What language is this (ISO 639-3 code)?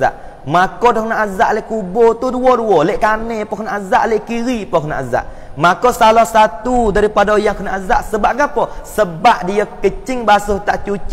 msa